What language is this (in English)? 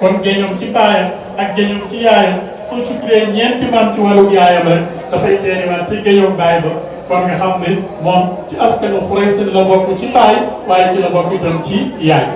Wolof